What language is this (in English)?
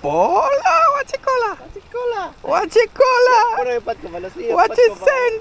Jamaican Creole English